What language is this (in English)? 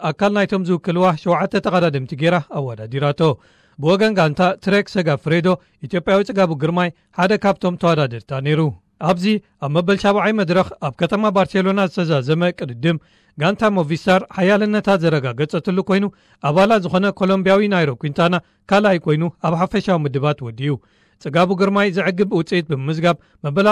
Tigrinya